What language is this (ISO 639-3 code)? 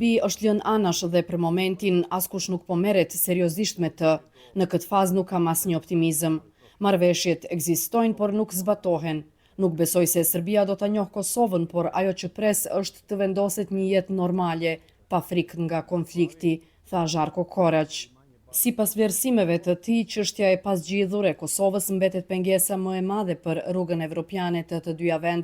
sqi